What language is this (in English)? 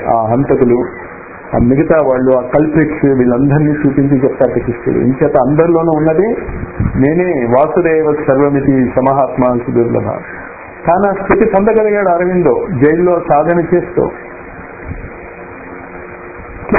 Telugu